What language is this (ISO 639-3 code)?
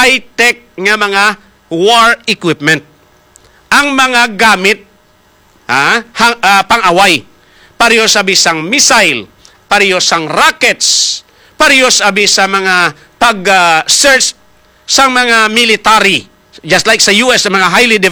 hil